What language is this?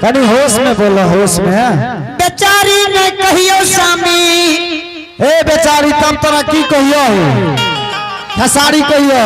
Angika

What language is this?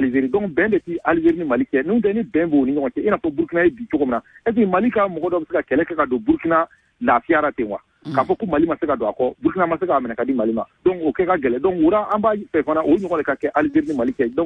Bambara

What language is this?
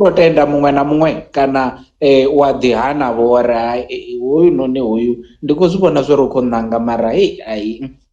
Venda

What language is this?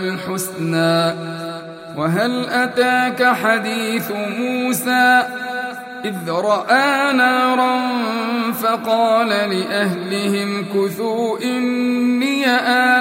Arabic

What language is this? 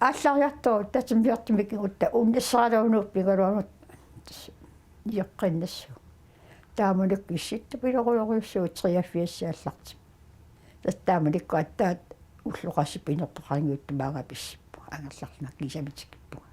Kalaallisut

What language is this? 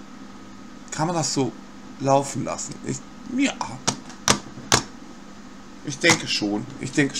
German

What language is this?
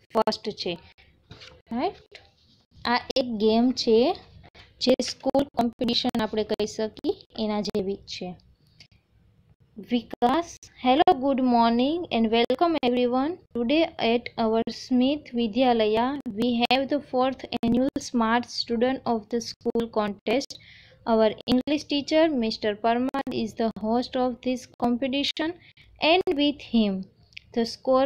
Gujarati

